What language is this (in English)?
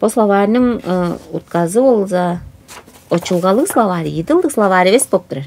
Tuvinian